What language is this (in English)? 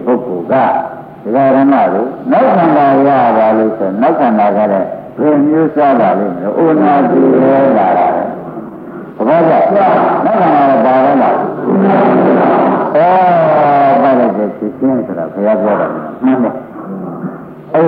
Burmese